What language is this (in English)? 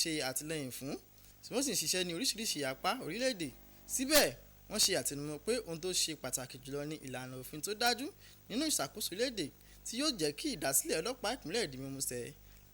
Yoruba